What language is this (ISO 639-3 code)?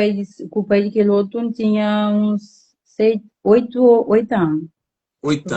kea